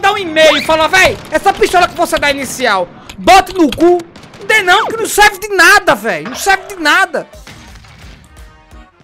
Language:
Portuguese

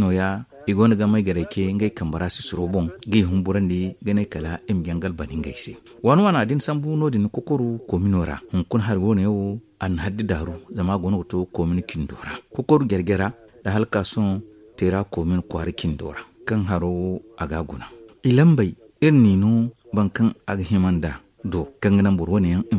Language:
Zarma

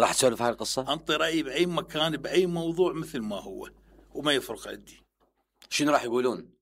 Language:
Mesopotamian Arabic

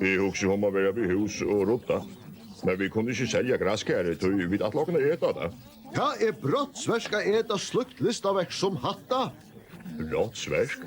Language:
Faroese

